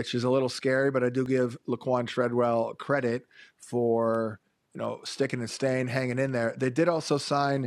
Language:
English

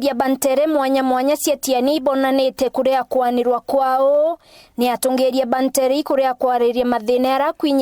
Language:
Meru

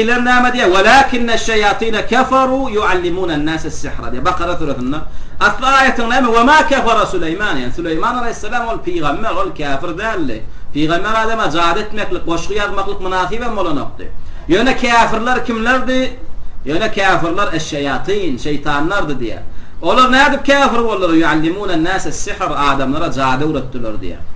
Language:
Turkmen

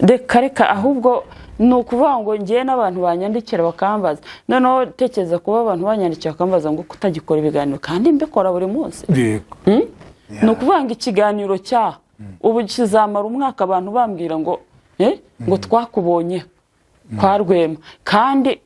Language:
Kinyarwanda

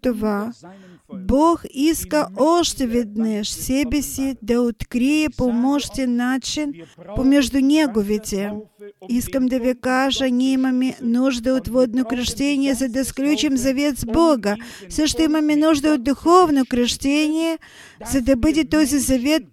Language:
Bulgarian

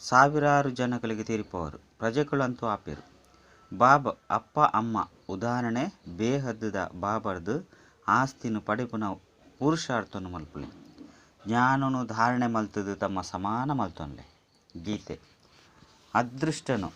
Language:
Tulu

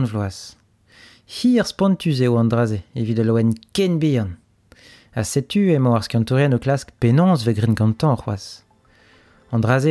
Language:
Breton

